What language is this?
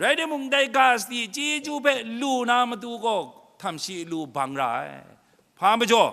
Kachin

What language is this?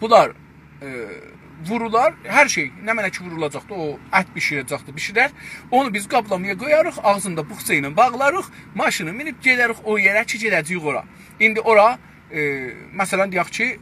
South Azerbaijani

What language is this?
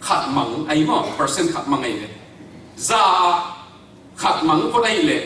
Tedim Chin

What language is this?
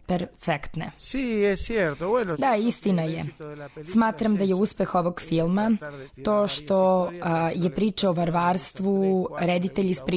Serbian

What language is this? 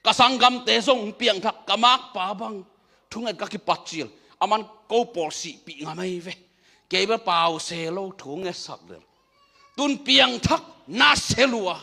Tedim Chin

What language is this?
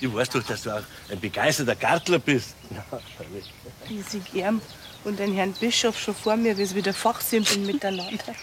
Bavarian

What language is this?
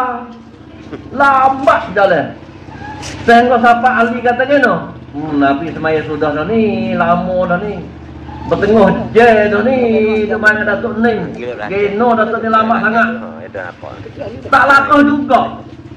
Malay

